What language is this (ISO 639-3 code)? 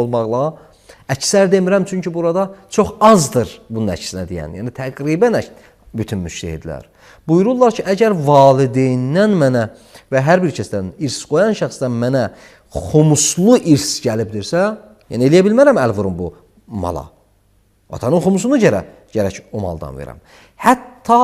aze